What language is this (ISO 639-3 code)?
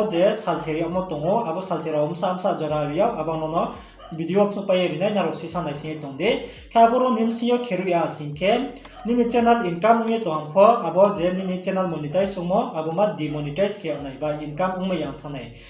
ria